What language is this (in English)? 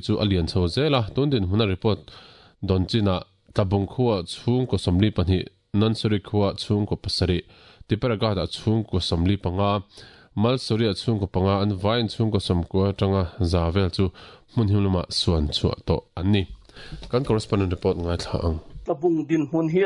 Mizo